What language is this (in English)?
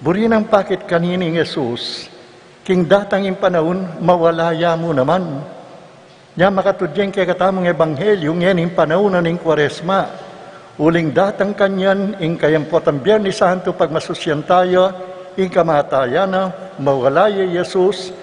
Pampanga